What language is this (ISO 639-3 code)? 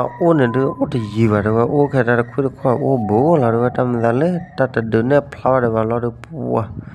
ksw